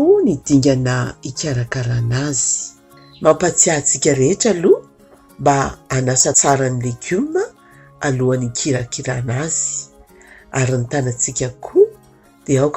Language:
Malagasy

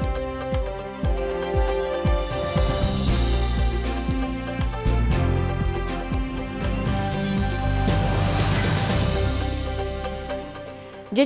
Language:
Udmurt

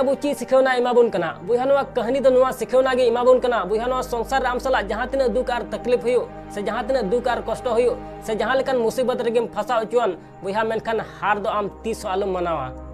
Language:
Santali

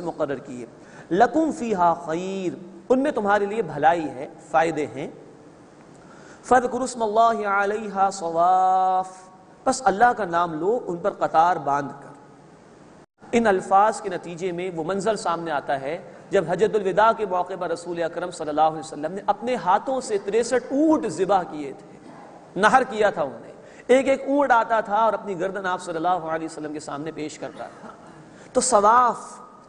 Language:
Urdu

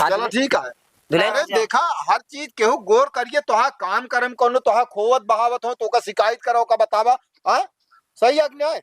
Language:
Awadhi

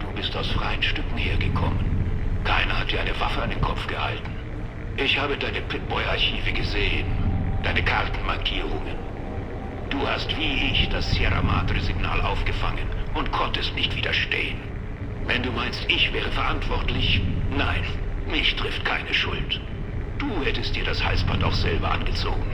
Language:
Bavarian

